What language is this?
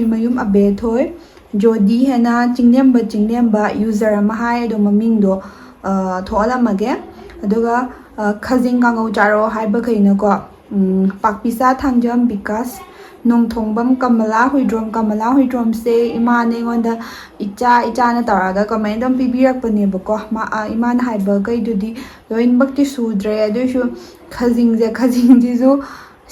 Manipuri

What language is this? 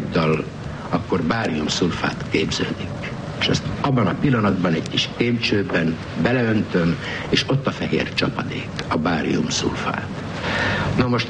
Hungarian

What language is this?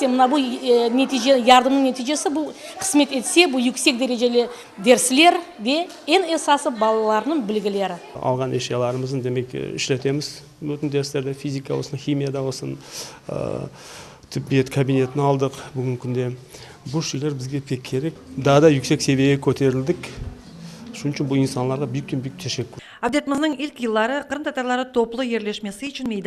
Crimean Tatar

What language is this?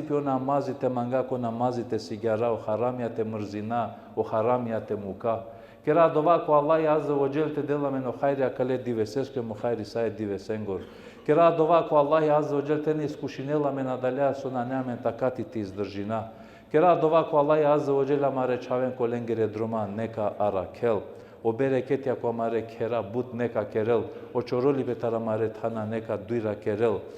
Balkan Romani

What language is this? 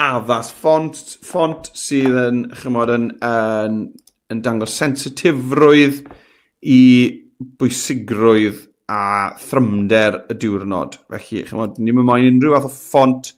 Welsh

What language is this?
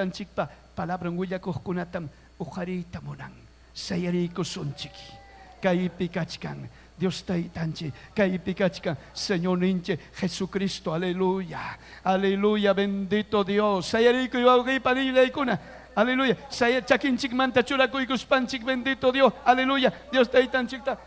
Ayacucho Quechua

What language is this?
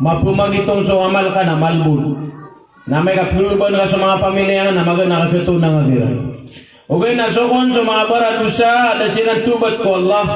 Maranao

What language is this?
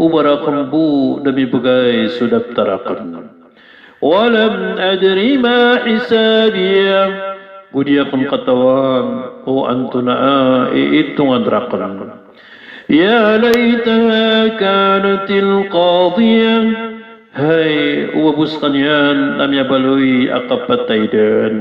Maranao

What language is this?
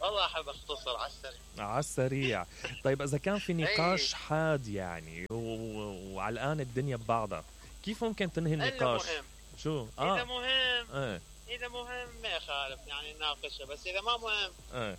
Mesopotamian Arabic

